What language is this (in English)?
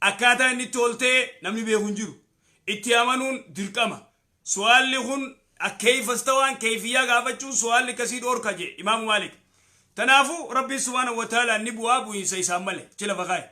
Oromo